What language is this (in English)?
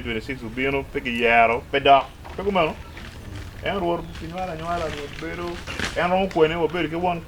Acoli